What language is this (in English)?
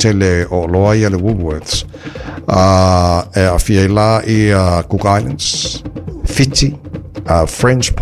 Samoan